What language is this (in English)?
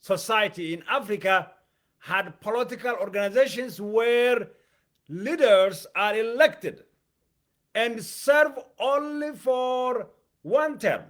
English